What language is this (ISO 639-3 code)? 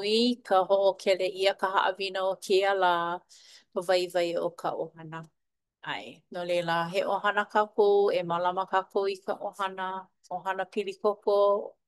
haw